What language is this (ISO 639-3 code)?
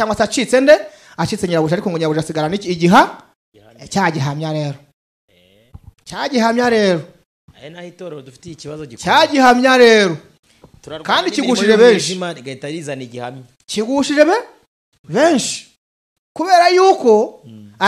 kin